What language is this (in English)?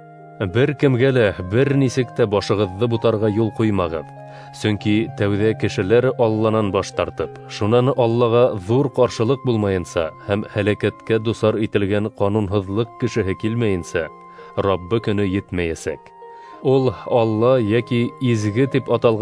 Bashkir